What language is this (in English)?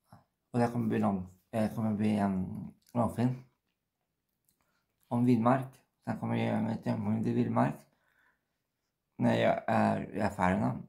Swedish